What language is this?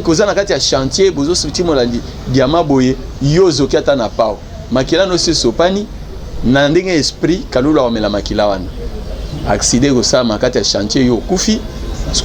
Lingala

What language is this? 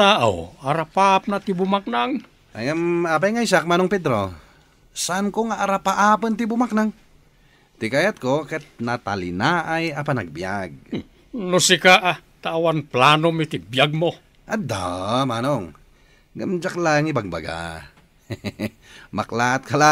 Iloko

